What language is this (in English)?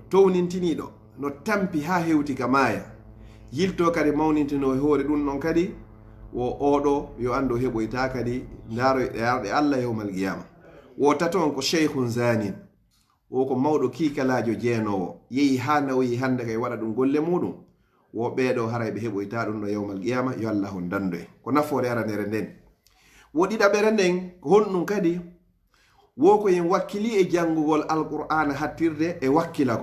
Pular